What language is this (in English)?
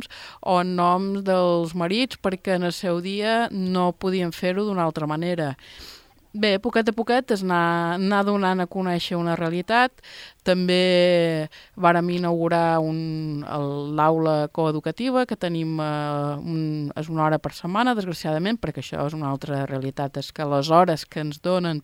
Catalan